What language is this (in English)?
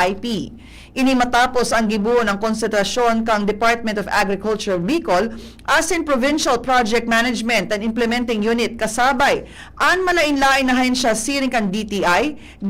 Bikol